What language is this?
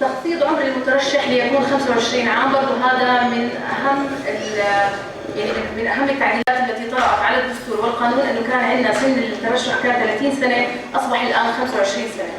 North Levantine Arabic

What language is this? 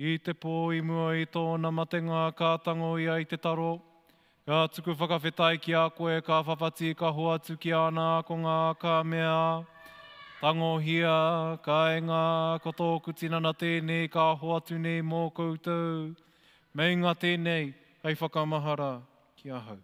Māori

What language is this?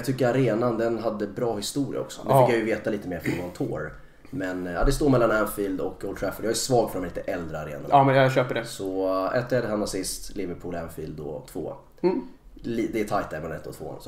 Swedish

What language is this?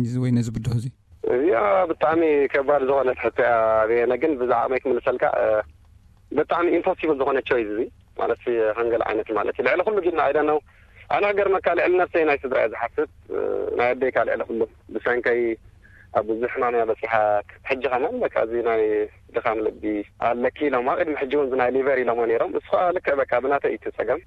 Tigrinya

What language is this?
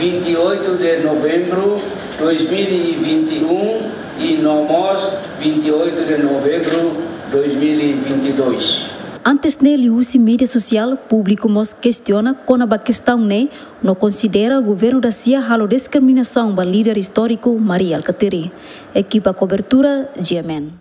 Tetum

